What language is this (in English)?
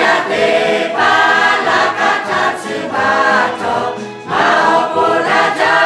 Lahu